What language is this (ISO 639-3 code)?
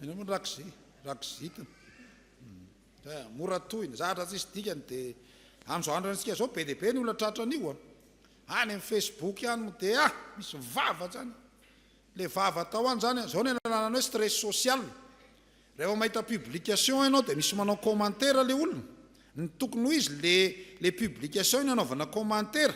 mlg